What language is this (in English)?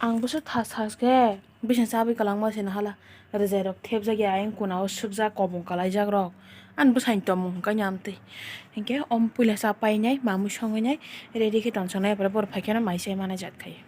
Kok Borok